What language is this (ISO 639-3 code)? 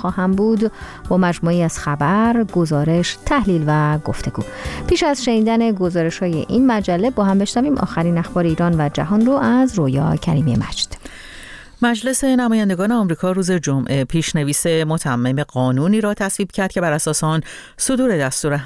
fas